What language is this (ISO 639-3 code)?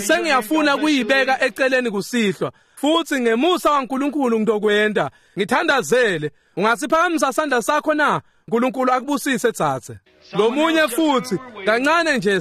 ssw